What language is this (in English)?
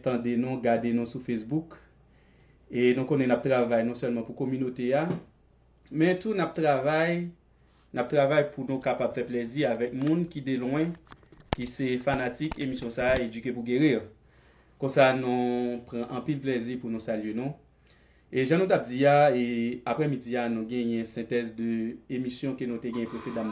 Haitian Creole